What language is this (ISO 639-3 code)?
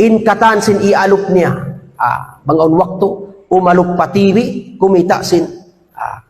tsg